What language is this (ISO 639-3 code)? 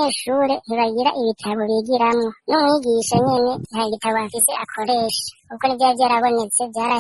run